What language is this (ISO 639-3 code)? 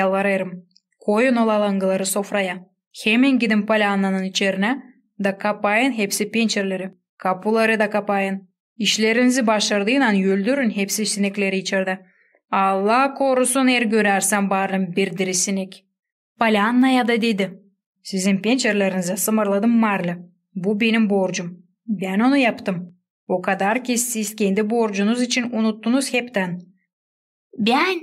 gag